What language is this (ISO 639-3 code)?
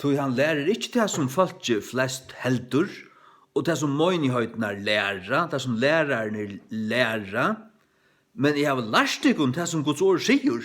fao